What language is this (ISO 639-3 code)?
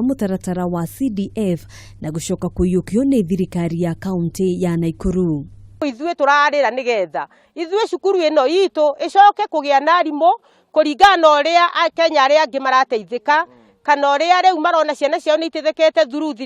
kik